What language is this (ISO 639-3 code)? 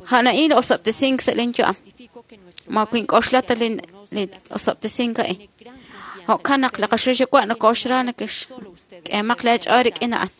kek